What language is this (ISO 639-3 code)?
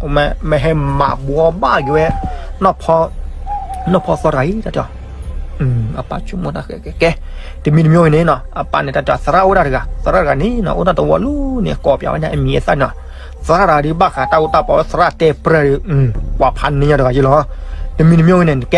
ksw